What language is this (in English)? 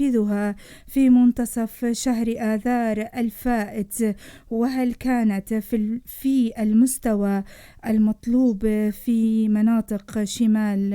North Levantine Arabic